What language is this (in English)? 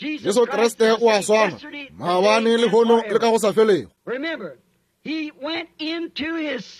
Northern Sotho